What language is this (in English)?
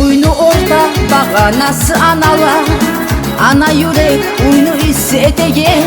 Kumyk